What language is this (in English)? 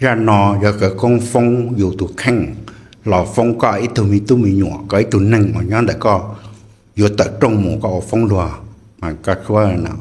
Hmong